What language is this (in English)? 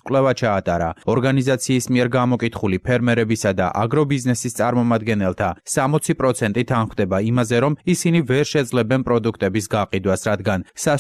Georgian